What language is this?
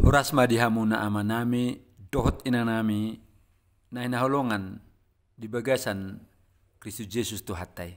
Batak Toba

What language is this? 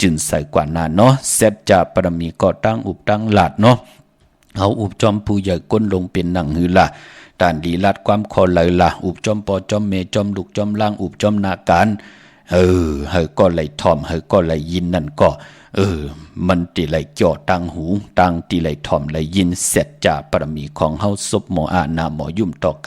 Shan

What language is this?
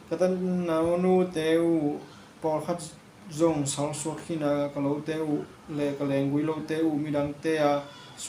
Tedim Chin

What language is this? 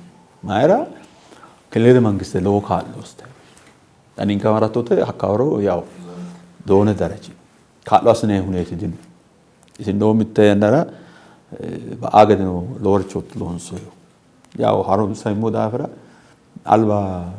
Sidamo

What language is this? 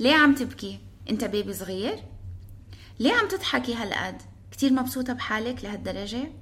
North Levantine Arabic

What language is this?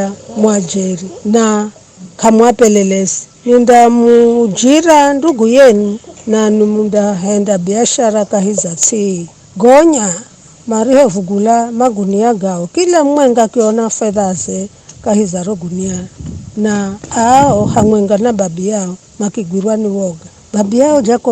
Giryama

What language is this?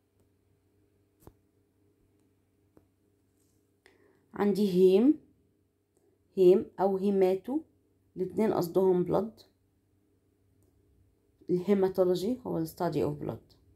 Egyptian Arabic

